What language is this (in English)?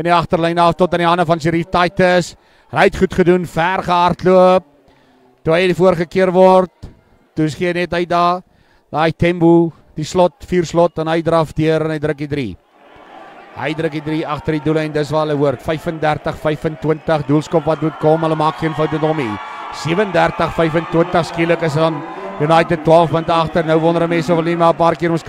Afrikaans